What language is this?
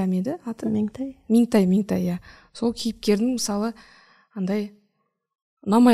Kazakh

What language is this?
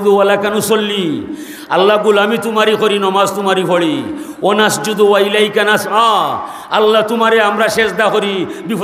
Sylheti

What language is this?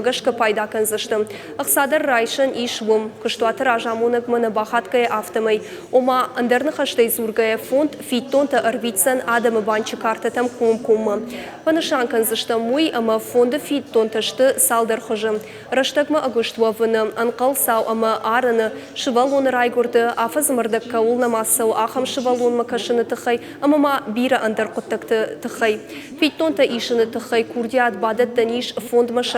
Ossetic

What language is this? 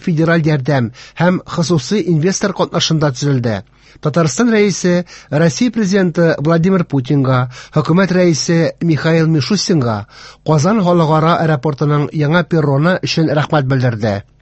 Tatar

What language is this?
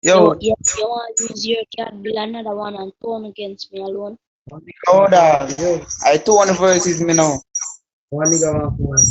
Jamaican Creole English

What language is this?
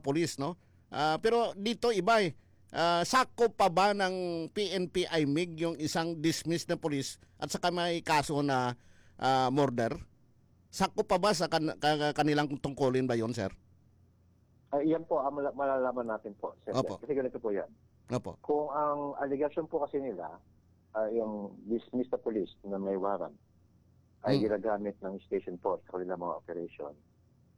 Filipino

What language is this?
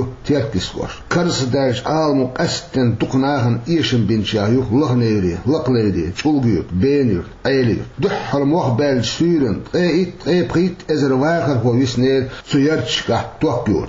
Chechen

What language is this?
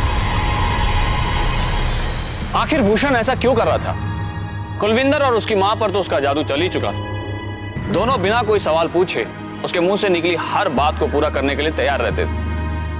Hindi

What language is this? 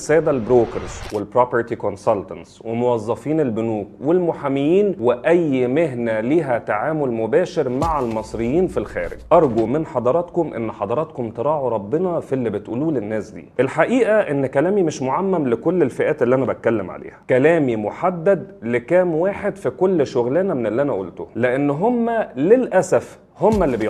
Egyptian Arabic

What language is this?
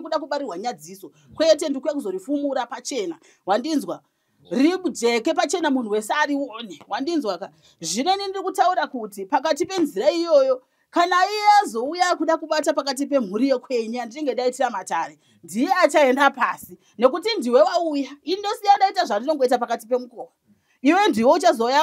Shona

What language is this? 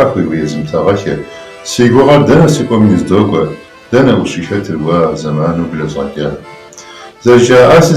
Kabardian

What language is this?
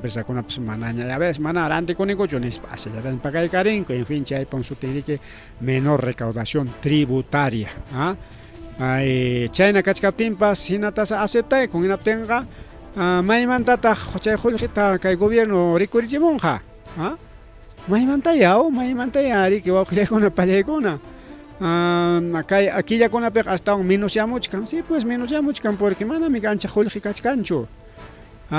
Ayacucho Quechua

